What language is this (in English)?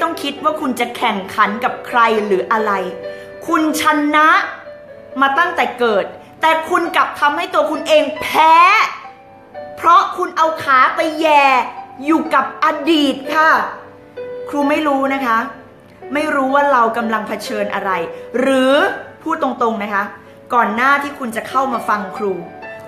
Thai